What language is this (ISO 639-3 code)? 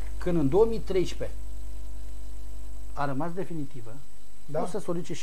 ron